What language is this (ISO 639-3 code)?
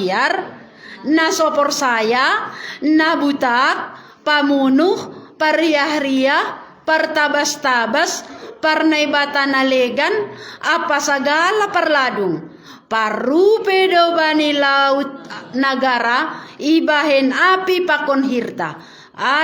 bts